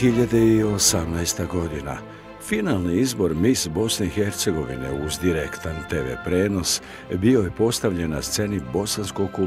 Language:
Bosnian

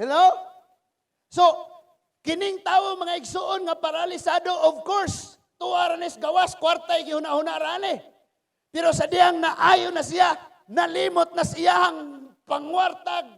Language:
Cebuano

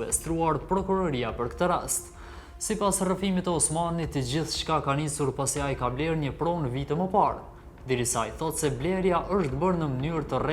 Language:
Albanian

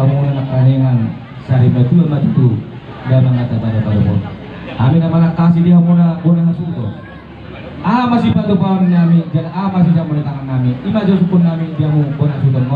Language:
Batak Toba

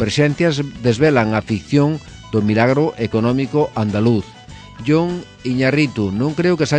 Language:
Galician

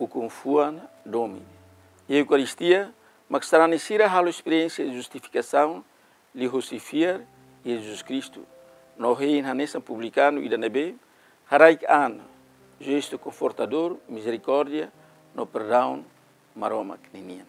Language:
Tetum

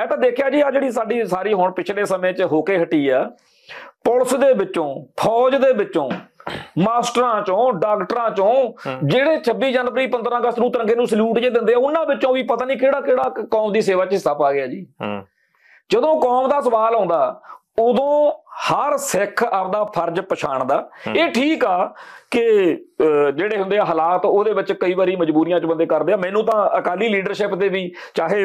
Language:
Punjabi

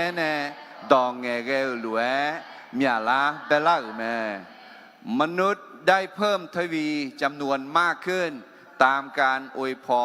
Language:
Akha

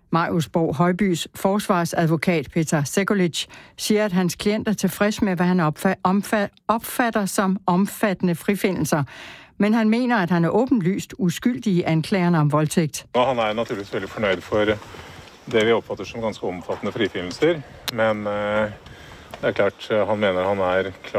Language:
Danish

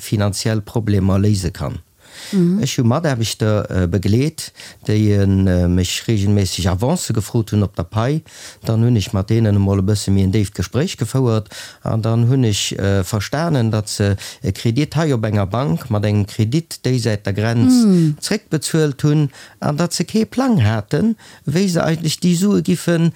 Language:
Luxembourgish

